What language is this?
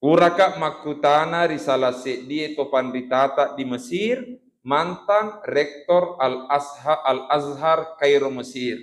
Buginese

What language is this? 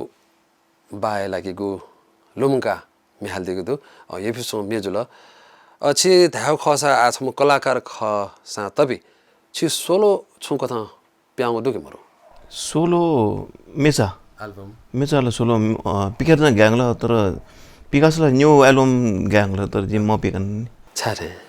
Newari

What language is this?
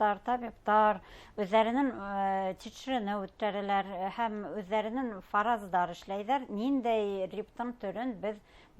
Bashkir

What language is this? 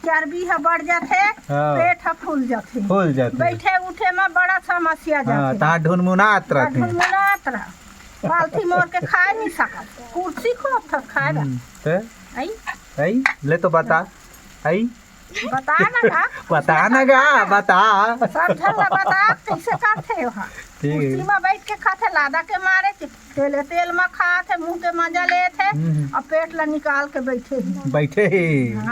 Chhattisgarhi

